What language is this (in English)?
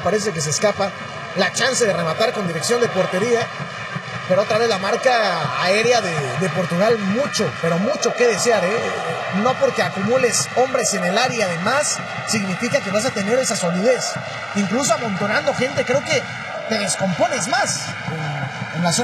Spanish